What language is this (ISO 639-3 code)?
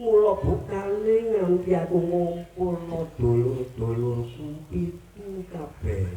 jav